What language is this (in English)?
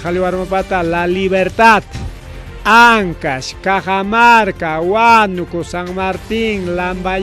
Ayacucho Quechua